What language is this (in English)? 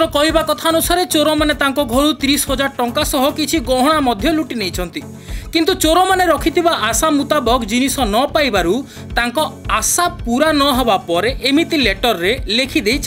Odia